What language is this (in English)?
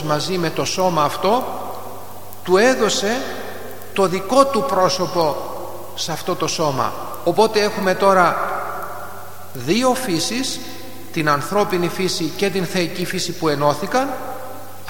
Greek